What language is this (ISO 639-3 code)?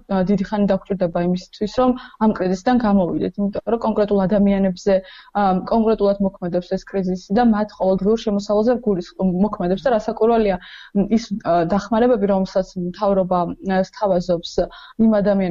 kat